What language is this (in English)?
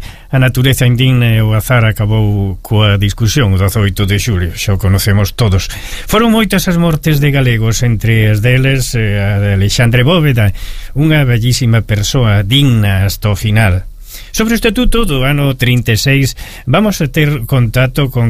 Galician